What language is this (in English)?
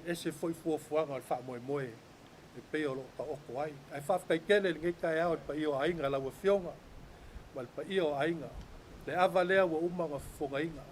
Samoan